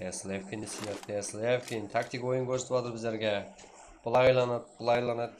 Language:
Kara-Kalpak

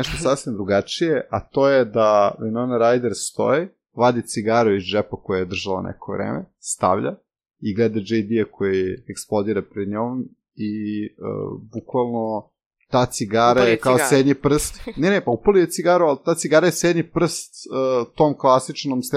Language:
Serbian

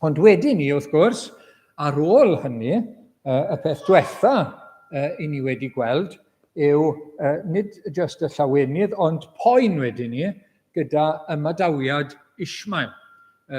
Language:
Welsh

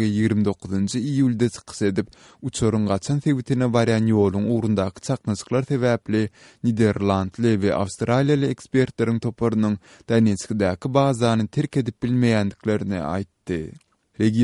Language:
Turkmen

